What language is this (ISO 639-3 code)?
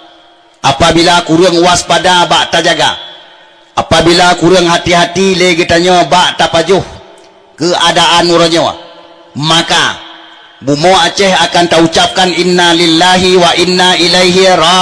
ace